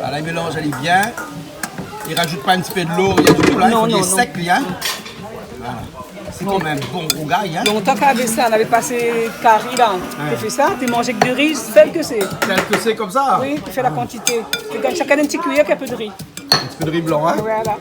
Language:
Réunion Creole French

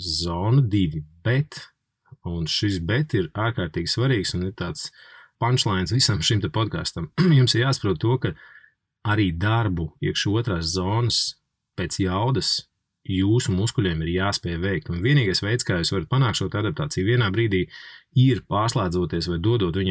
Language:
Latvian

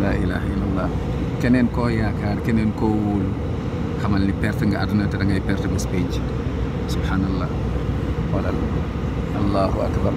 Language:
Wolof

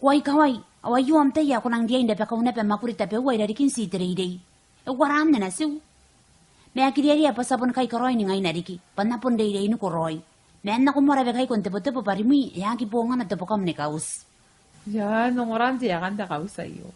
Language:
Gilbertese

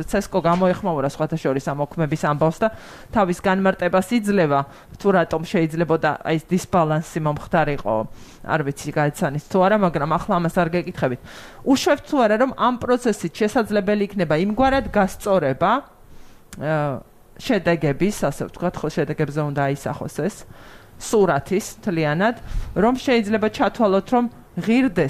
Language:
Georgian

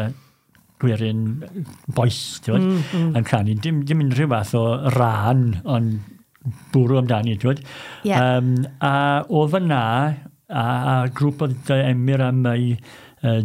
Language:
Welsh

